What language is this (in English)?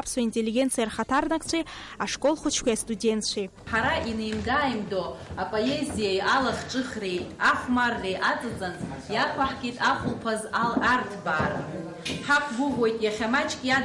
Abkhazian